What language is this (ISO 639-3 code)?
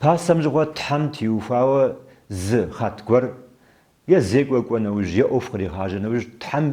kbd